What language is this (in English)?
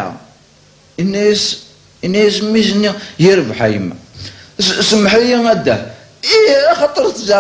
Kabyle